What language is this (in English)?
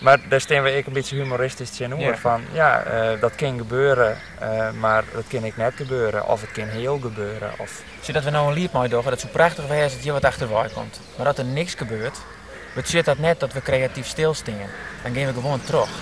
Western Frisian